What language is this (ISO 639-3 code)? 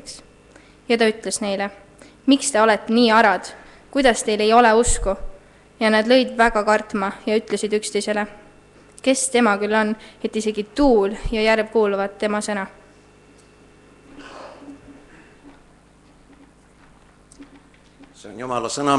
est